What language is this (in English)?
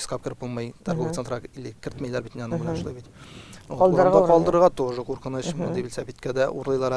Tatar